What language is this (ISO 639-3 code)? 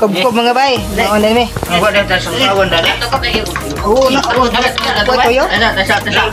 ceb